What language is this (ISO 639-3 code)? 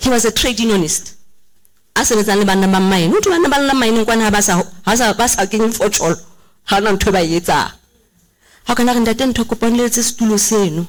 sot